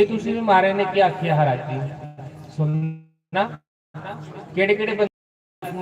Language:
Dogri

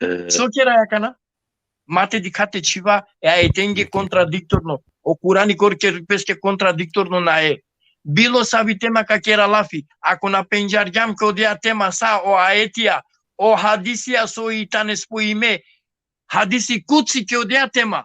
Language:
Balkan Romani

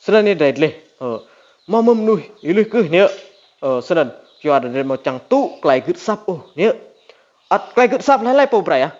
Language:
Rade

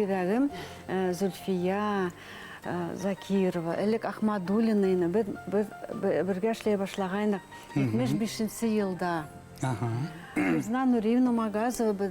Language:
Bashkir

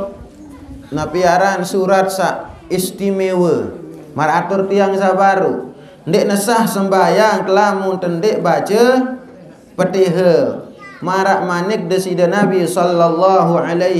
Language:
Sasak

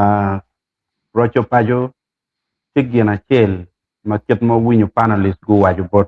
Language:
Acoli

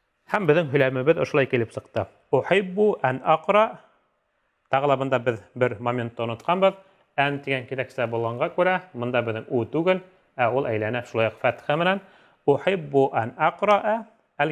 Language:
Bashkir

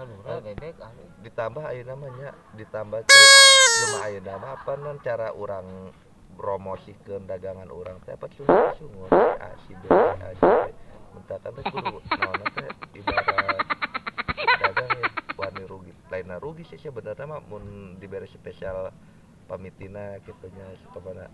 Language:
Sundanese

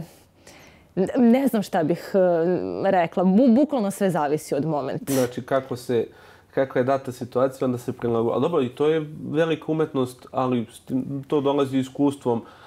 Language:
Serbian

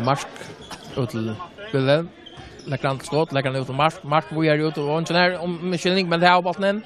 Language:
Faroese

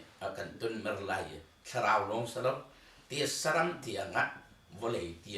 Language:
Hakha Chin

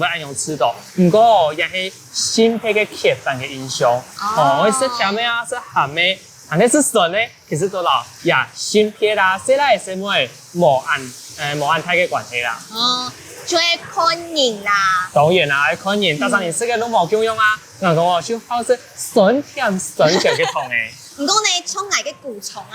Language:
Hakka Chinese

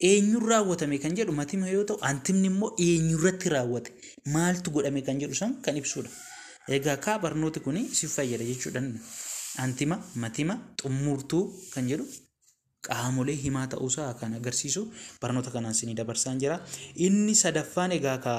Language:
Oromo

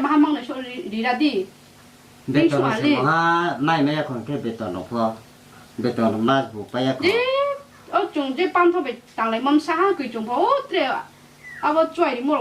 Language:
Riang (India)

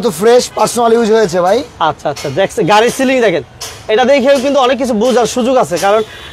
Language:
Bangla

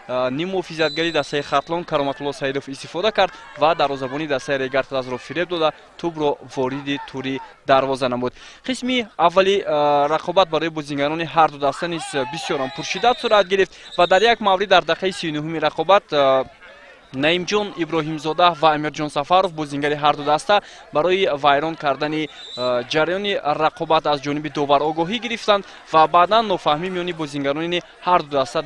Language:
Tajik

